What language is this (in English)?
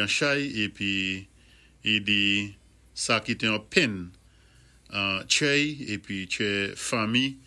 Saint Lucian Creole French